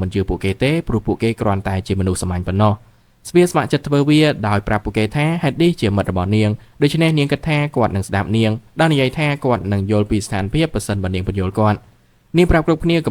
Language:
Khmer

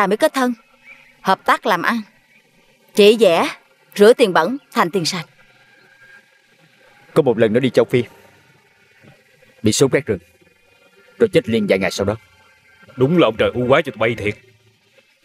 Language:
Vietnamese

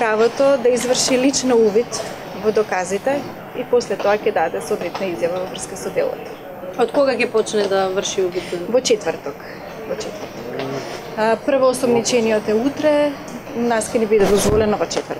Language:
Macedonian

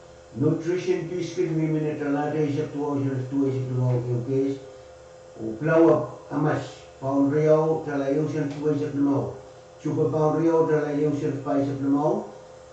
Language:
Pohnpeian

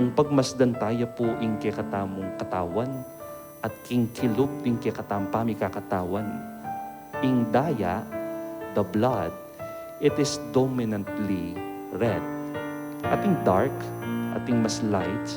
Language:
Pampanga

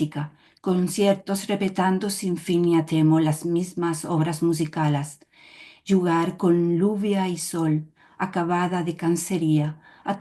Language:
Ladino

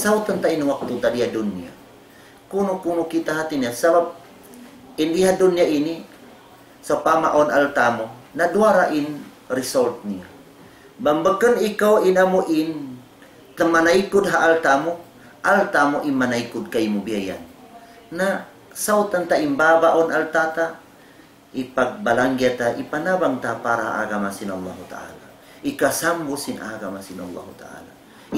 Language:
Tausug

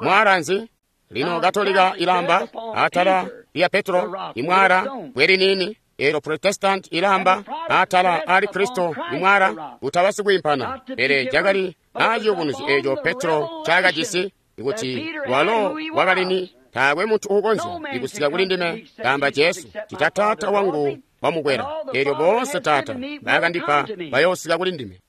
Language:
Tonga (Zambia)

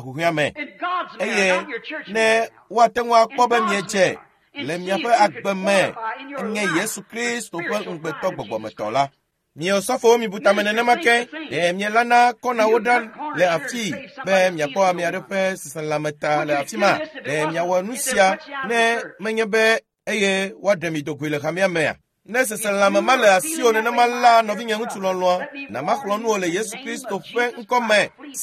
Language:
Ewe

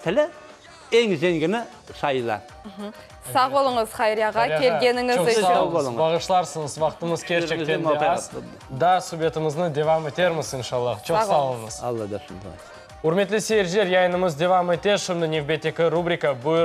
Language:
Crimean Tatar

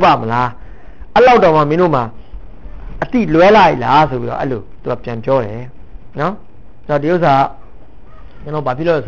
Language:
Burmese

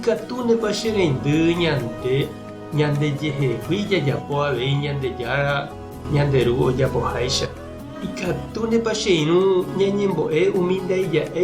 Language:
Guarani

